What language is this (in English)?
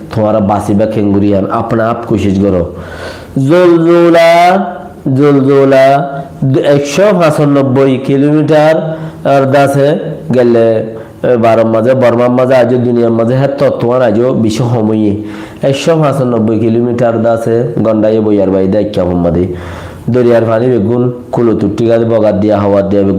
Rohingya